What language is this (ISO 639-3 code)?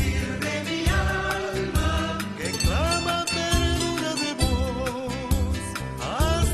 qvi